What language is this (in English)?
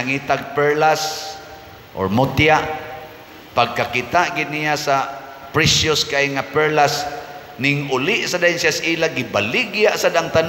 Cebuano